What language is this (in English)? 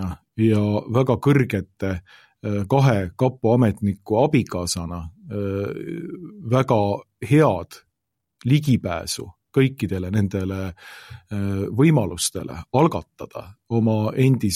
Estonian